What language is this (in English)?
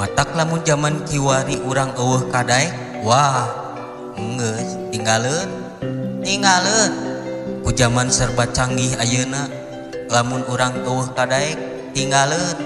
Sundanese